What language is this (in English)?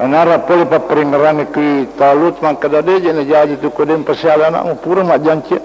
Buginese